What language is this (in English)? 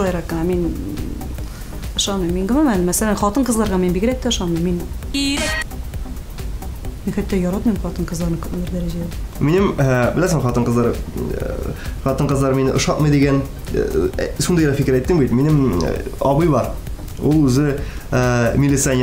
Tatar